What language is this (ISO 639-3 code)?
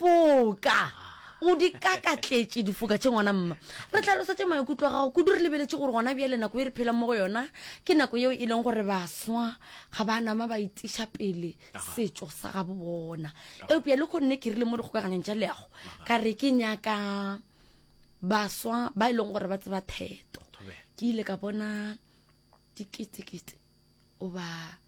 nso